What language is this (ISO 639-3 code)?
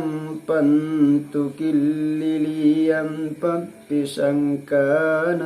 mak